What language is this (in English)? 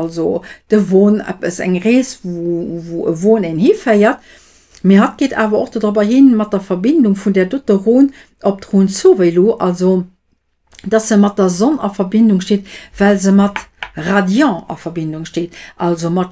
Luxembourgish